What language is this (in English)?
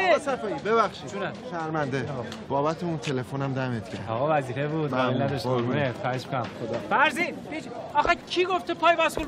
Persian